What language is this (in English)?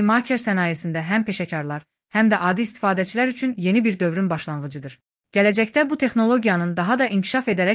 Azerbaijani